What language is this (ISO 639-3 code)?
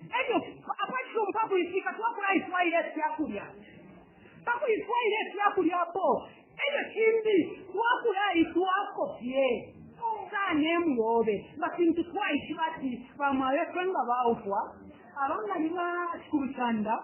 bem